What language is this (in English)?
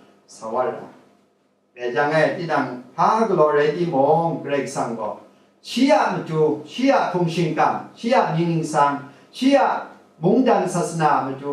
Kachin